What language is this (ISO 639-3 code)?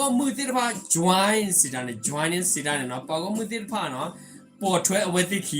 ksw